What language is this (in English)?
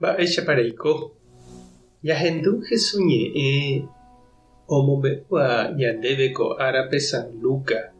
Guarani